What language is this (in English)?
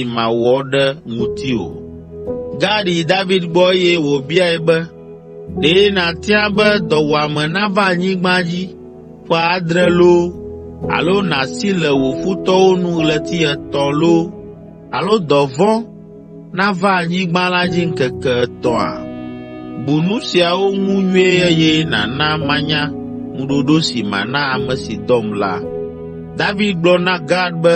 Ewe